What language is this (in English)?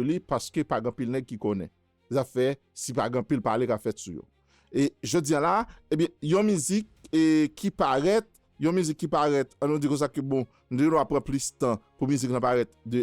Haitian Creole